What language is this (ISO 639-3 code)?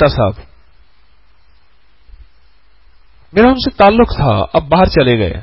urd